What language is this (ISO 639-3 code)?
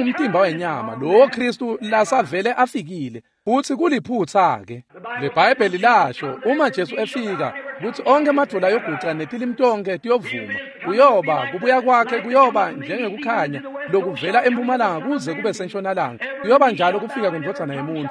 ssw